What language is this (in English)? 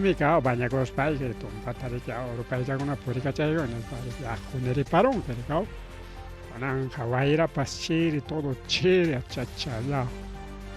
Ayacucho Quechua